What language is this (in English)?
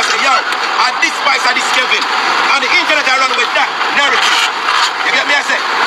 Jamaican Creole English